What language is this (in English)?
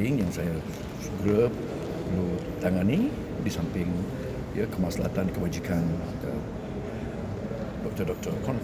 Malay